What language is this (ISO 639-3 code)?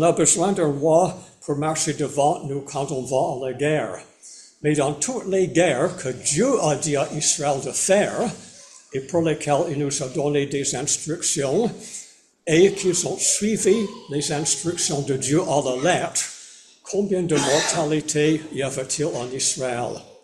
fra